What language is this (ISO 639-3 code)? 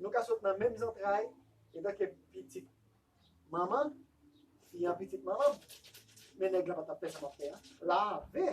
hat